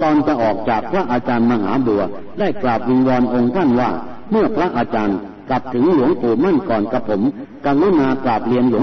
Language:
Thai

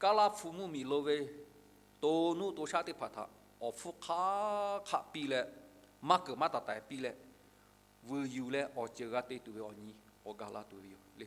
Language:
Lahu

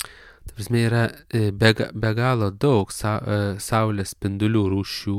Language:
Lithuanian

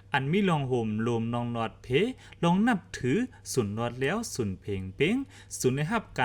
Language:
Lao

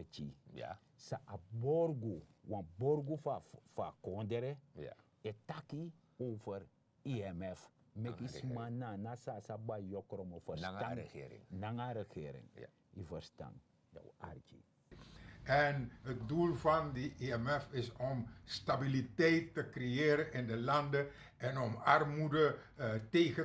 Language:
Sranan Tongo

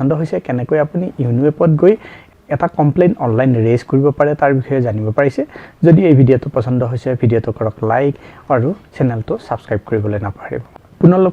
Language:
Assamese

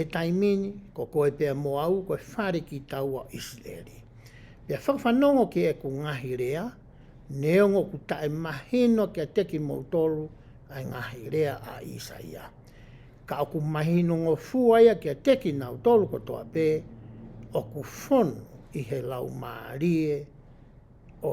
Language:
Tongan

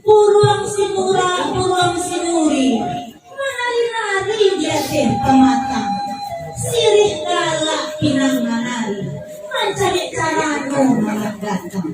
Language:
Minangkabau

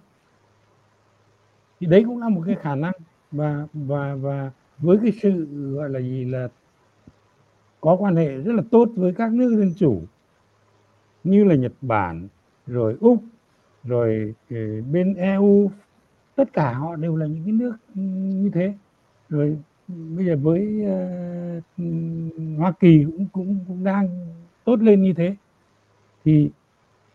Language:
Vietnamese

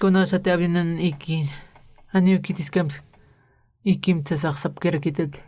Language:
Aymara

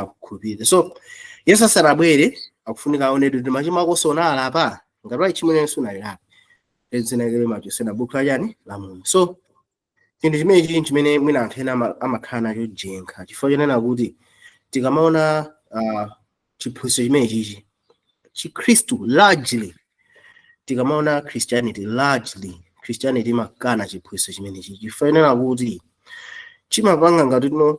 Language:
Nyanja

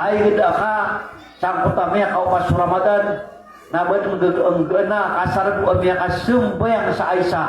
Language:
Maranao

